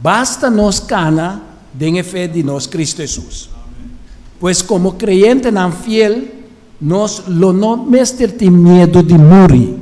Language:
Papiamento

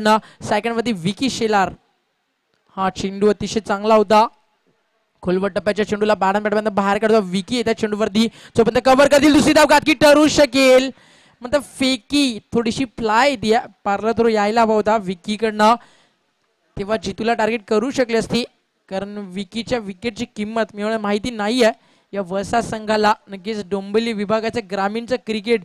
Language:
Marathi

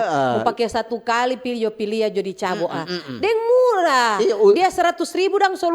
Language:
Manado Malay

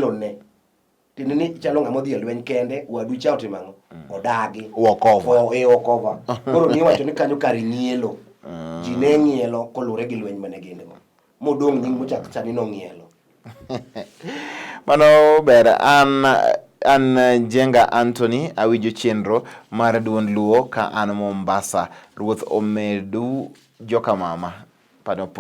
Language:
Luo (Kenya and Tanzania)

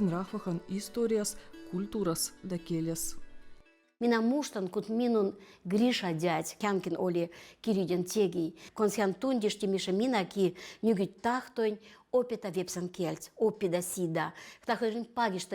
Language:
Veps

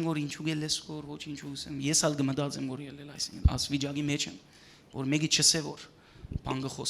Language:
Western Armenian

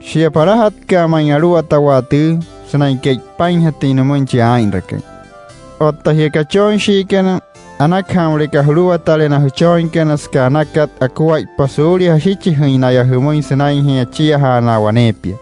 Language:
Wayuu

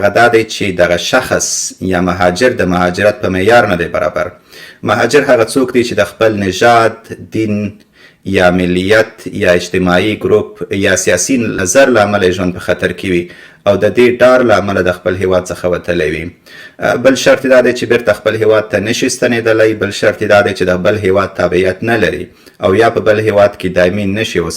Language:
Pashto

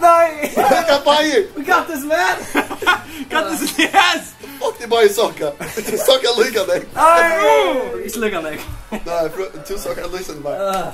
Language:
Faroese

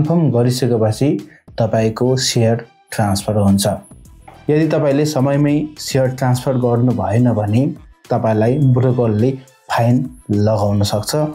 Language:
Nepali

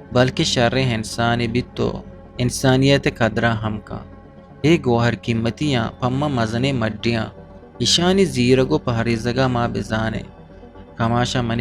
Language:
Eastern Balochi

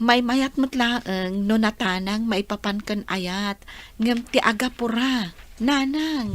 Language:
Iloko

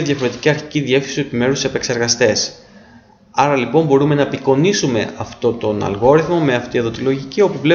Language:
Greek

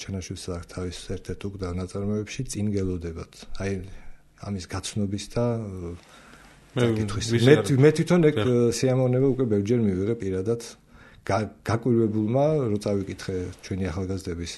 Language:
Georgian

